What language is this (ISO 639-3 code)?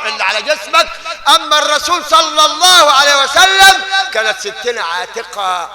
arz